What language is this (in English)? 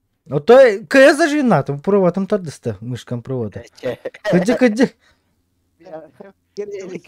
Yakut